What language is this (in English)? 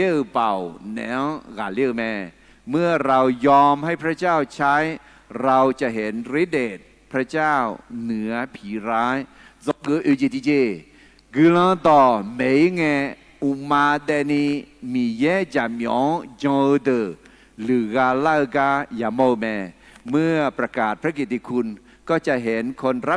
Akha